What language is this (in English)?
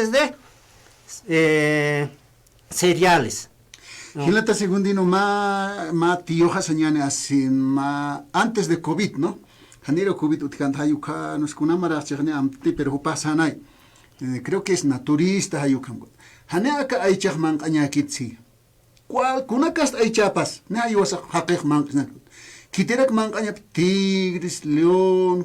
Aymara